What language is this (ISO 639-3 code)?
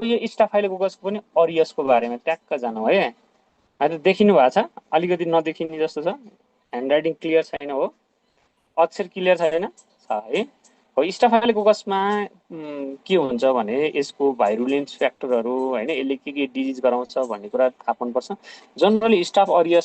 nep